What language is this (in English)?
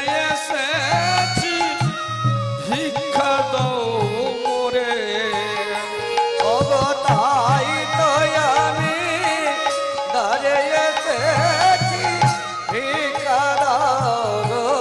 Bangla